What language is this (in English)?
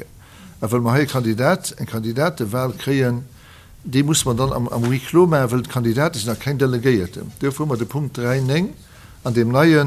Luxembourgish